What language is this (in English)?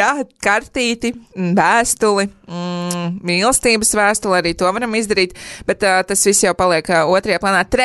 Latvian